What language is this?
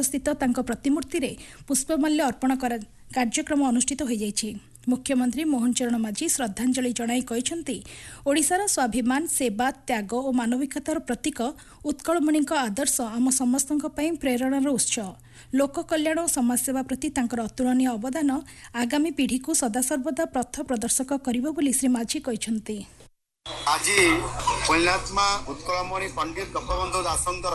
Odia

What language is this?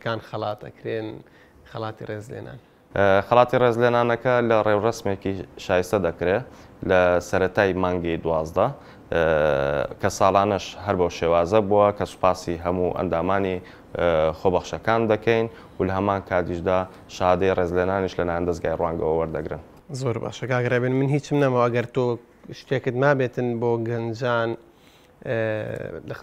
Central Kurdish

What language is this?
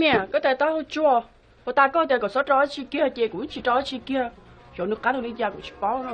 Hmong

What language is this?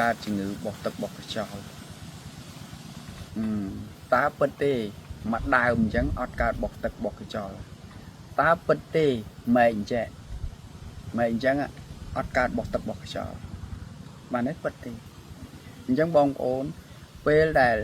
Khmer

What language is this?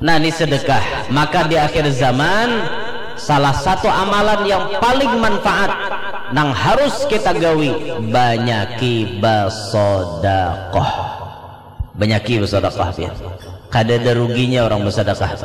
Banjar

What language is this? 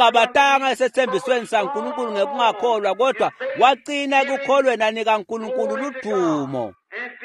Swati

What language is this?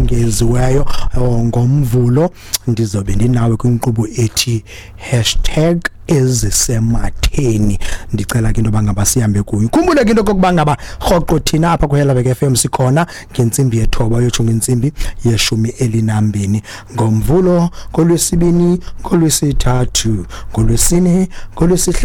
Xhosa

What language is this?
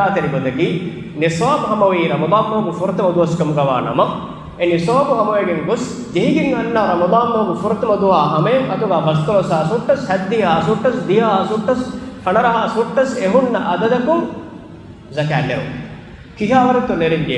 Divehi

